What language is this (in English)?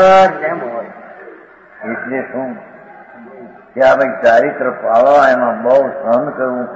Gujarati